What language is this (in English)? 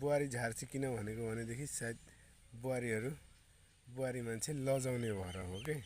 Nepali